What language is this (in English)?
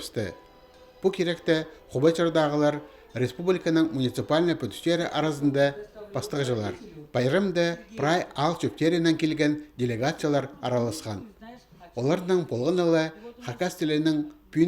Khakas